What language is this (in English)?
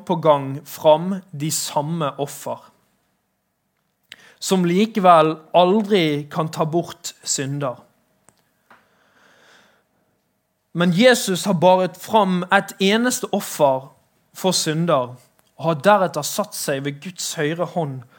Norwegian